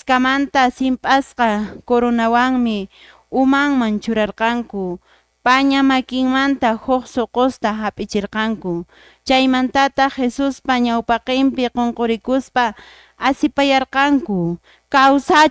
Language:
Quechua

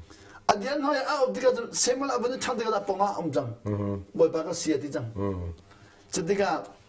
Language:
Hakha Chin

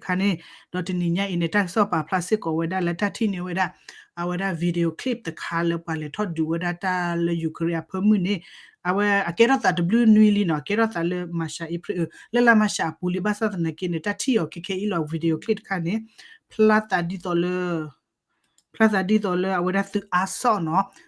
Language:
S'gaw Karen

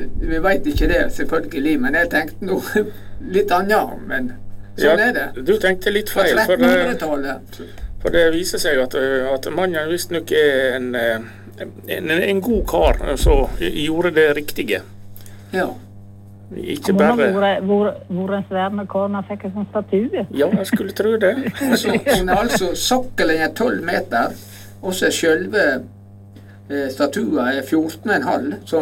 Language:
Norwegian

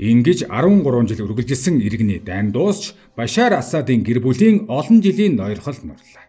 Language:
Mongolian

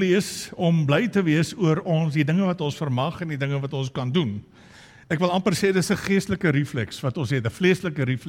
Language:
Afrikaans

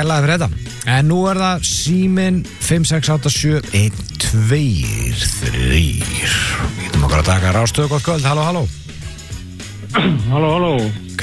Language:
Icelandic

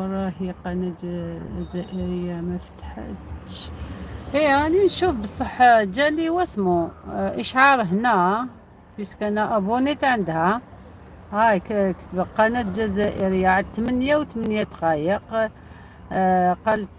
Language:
Algerian Arabic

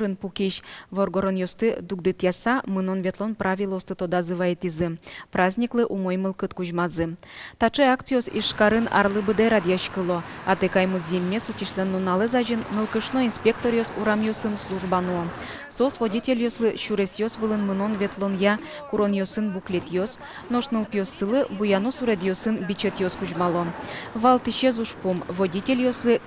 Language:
Udmurt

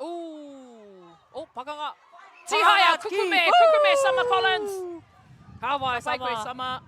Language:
Māori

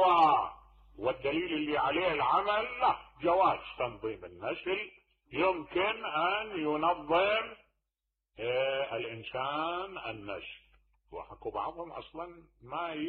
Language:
Mesopotamian Arabic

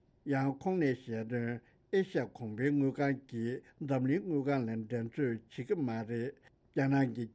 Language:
Tibetan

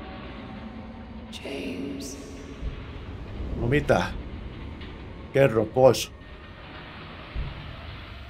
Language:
Finnish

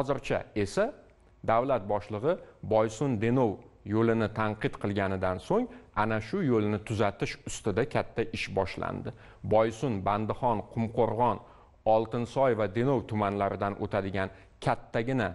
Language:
Uzbek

